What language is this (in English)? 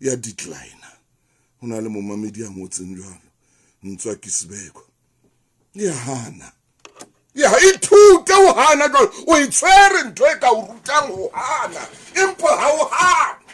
Southern Sotho